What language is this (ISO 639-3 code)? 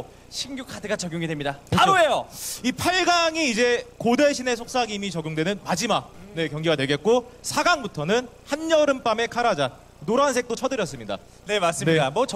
kor